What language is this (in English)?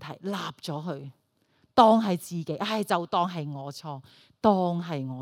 Cantonese